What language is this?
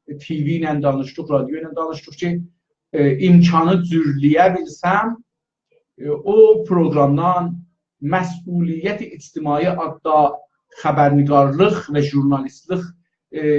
South Azerbaijani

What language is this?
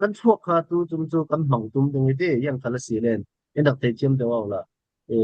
Falam Chin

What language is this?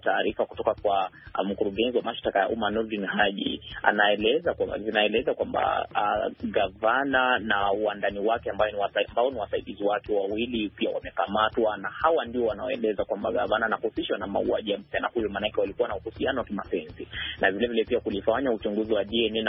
Swahili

